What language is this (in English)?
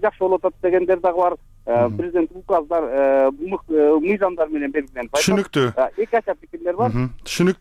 Kyrgyz